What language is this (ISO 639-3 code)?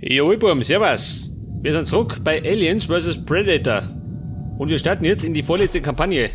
bar